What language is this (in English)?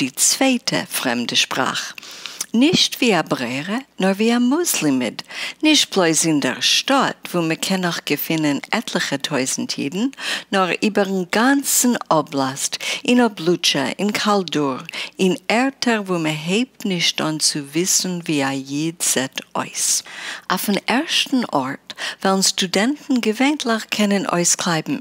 Yiddish